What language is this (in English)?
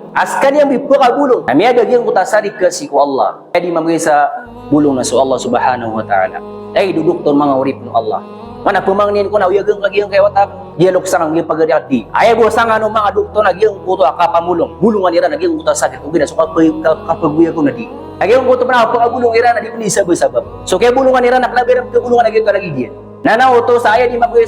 Maranao